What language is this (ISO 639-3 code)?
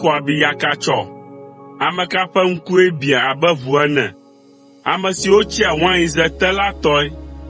ewe